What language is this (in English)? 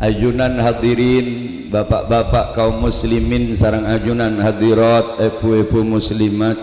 Madurese